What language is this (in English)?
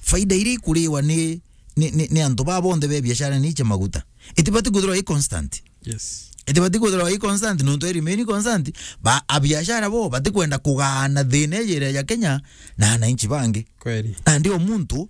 Meru